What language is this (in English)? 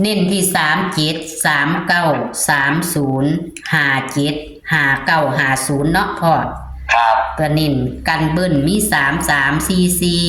Northeastern Thai